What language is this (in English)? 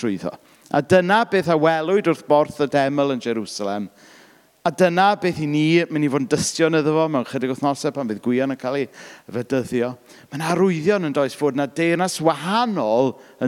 Welsh